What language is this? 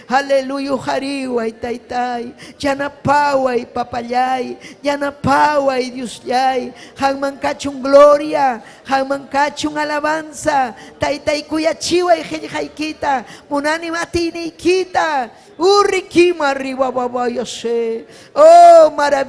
Ayacucho Quechua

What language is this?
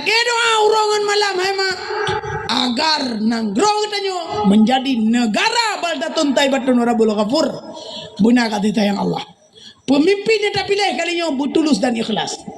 Achinese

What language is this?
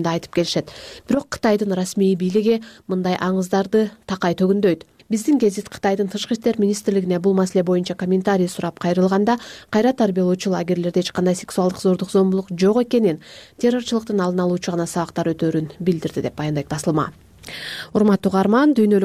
Kyrgyz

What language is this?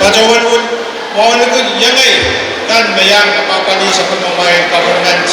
Pohnpeian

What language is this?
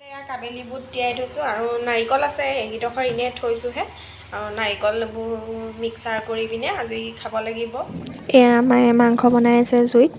Assamese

